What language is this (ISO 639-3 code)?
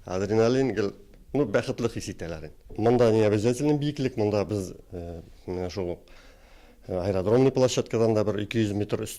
tat